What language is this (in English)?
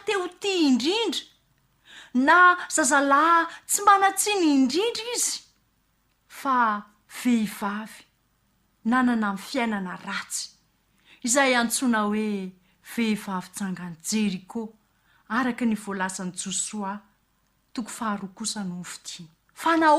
Malagasy